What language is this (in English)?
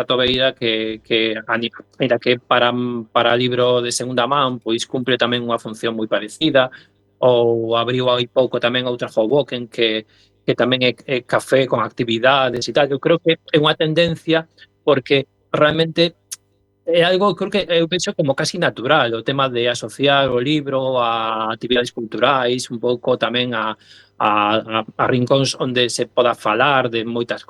Galician